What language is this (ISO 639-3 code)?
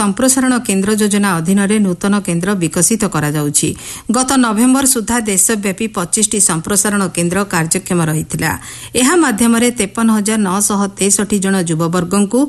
ori